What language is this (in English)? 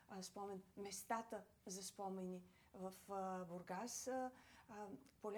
Bulgarian